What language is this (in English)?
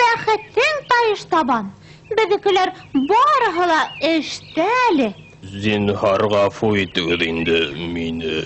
Bashkir